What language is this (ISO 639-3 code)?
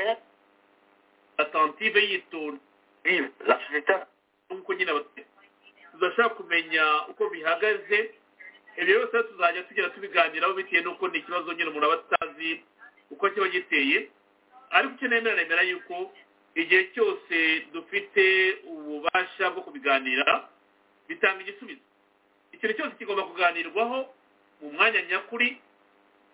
kin